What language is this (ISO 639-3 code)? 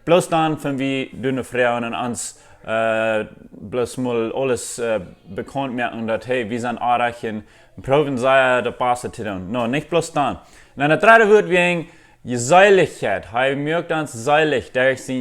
pdt